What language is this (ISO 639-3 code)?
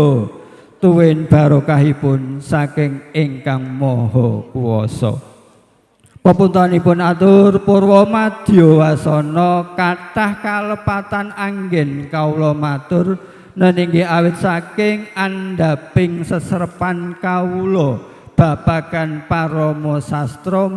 jav